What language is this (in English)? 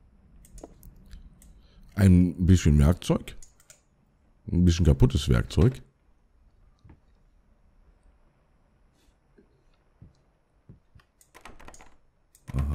German